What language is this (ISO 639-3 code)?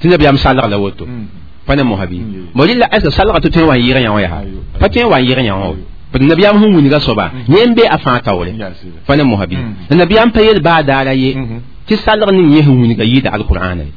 mos